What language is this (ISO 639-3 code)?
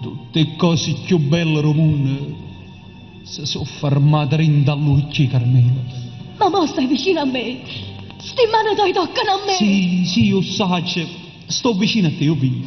nap